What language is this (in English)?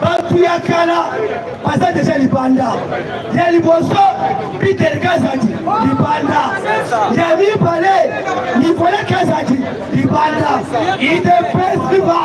Lingala